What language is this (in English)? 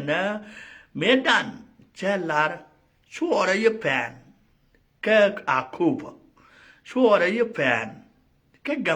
Nuer